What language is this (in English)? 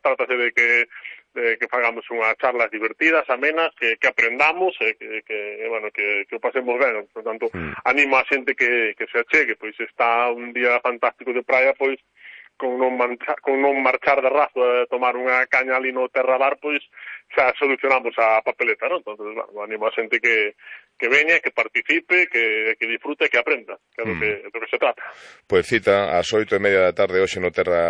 Galician